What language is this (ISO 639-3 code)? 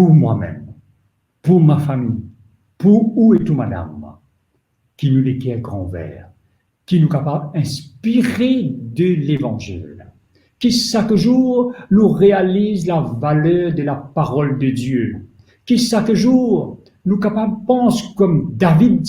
mfe